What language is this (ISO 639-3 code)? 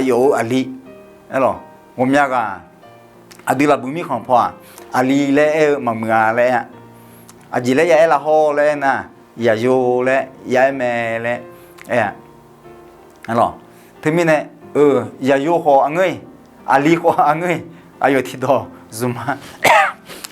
ahk